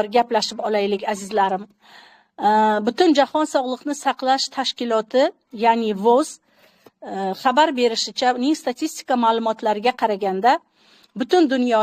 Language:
Uzbek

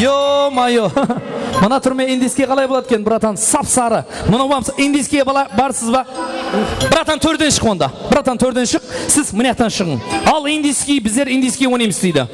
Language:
Kara-Kalpak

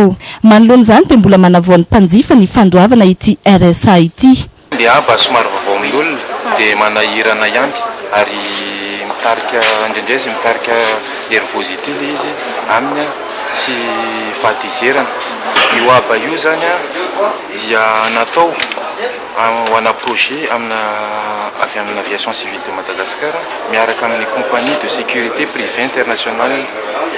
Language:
Malagasy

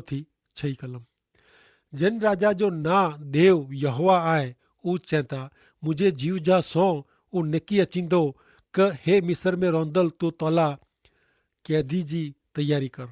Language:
Kachhi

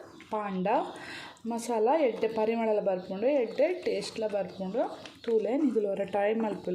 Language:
Tulu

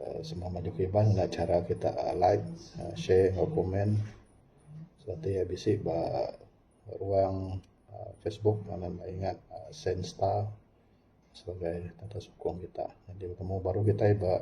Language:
Iban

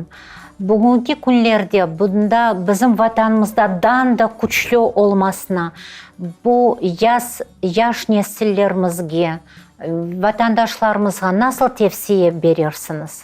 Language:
Crimean Tatar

